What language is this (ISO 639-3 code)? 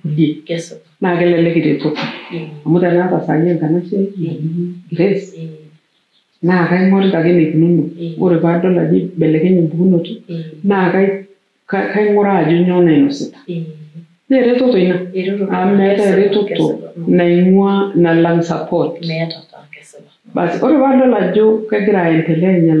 mas